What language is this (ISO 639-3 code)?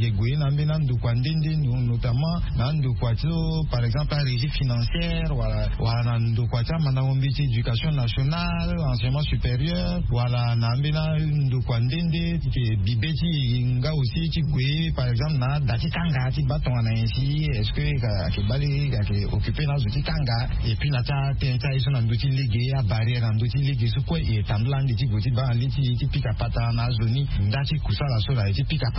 sag